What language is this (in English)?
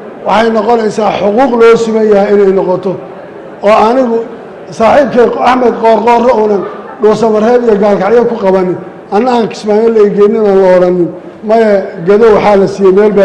Somali